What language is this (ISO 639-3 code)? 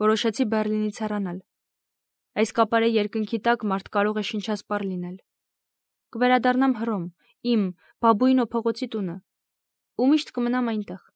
hye